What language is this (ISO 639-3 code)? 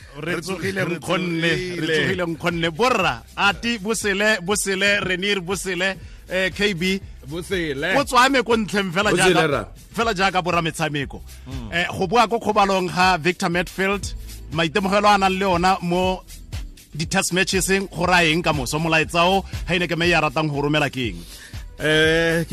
tsn